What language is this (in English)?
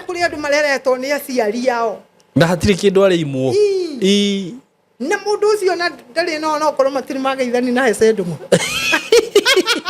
Kikuyu